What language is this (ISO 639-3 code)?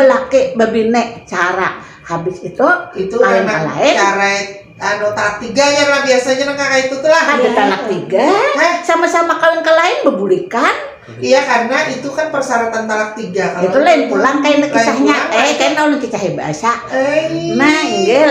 bjn